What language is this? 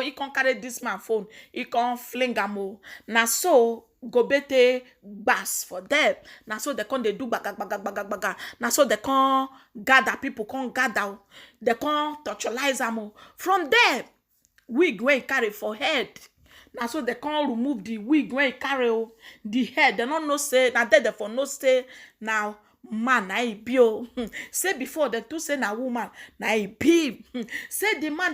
Nigerian Pidgin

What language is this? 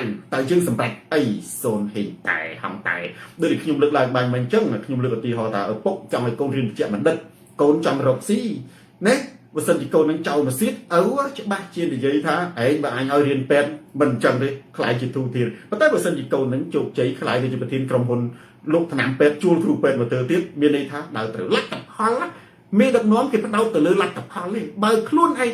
Khmer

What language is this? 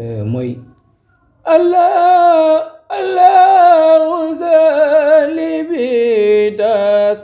Wolof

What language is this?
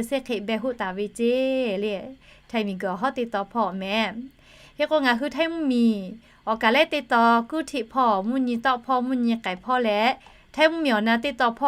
Lahu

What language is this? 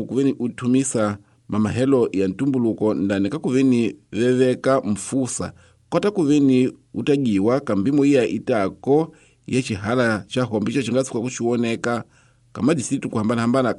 Tsonga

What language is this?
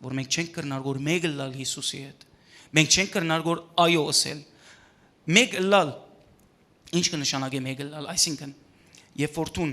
Western Armenian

